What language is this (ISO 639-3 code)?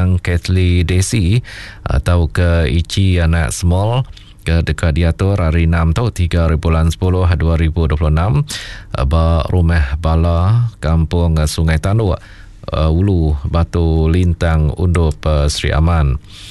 iba